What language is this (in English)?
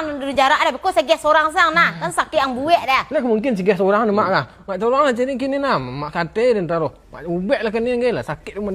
Minangkabau